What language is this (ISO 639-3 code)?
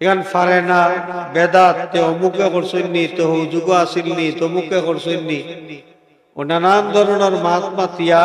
syl